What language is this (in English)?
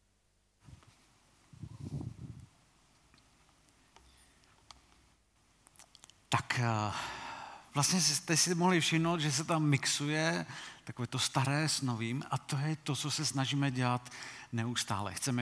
Czech